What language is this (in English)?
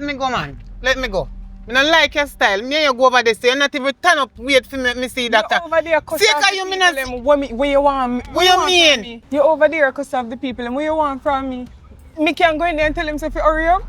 Jamaican Creole English